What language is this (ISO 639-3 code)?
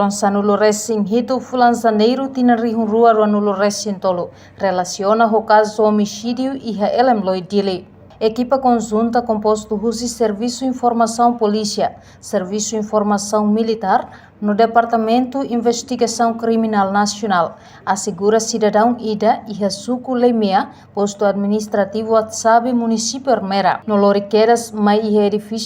tet